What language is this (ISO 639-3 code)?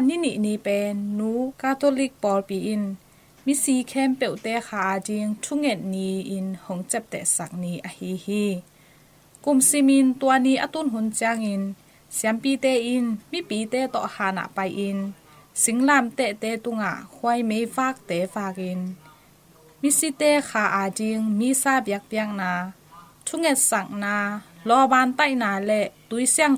ctd